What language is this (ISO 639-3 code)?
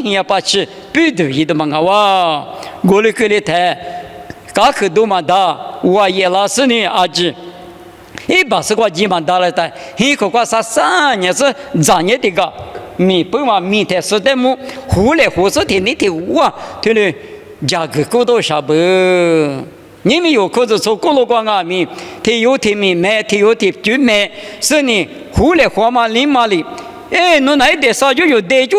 lis